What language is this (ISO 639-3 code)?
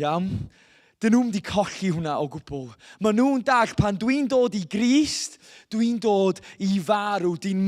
cym